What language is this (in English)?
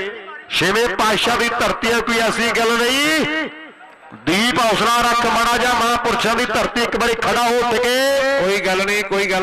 Punjabi